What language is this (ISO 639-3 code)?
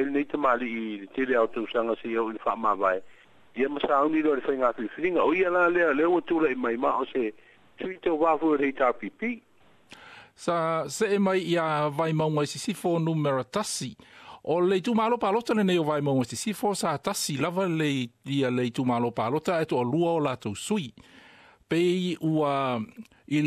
smo